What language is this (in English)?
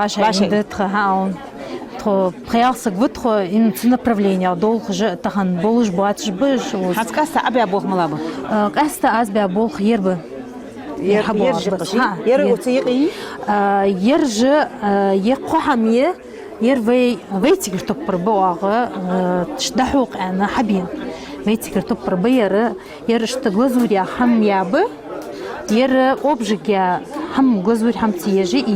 Ingush